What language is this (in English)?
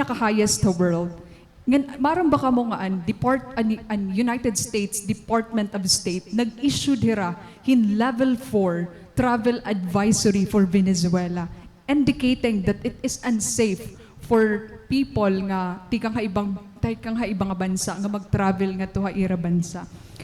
Waray